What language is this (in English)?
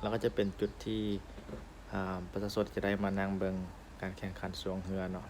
Lao